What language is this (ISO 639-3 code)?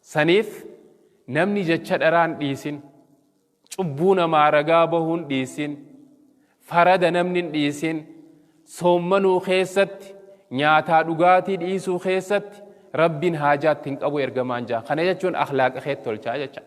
orm